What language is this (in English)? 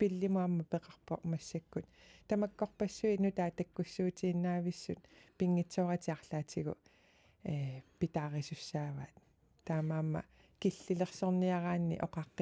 Kalaallisut